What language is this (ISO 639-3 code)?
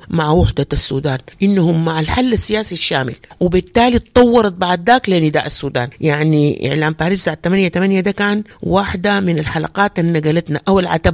apd